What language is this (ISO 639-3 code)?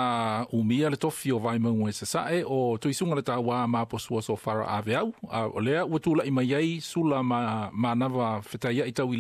smo